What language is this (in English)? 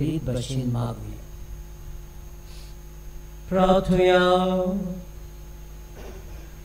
Konkani